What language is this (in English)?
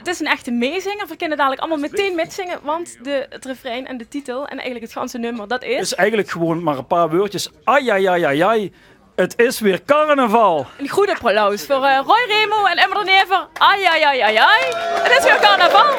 Limburgish